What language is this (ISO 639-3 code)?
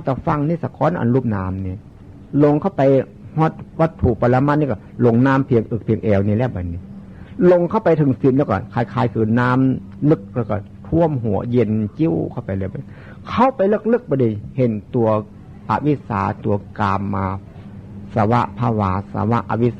tts